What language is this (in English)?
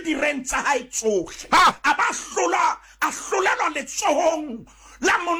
Southern Sotho